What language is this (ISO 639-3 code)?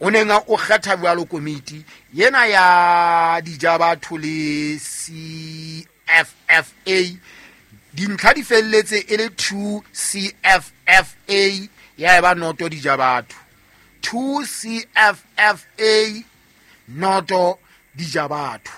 sot